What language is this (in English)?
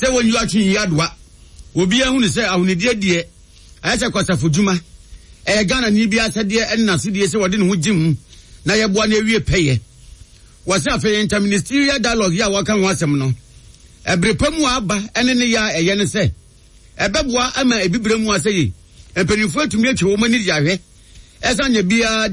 Akan